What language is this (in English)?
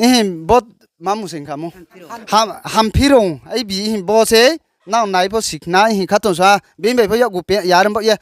Riang (India)